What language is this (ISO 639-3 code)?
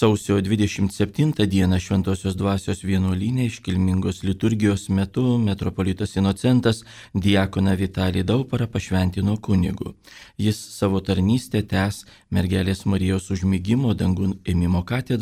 lit